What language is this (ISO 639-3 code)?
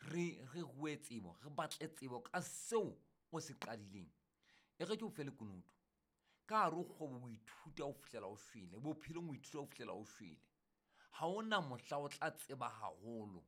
sot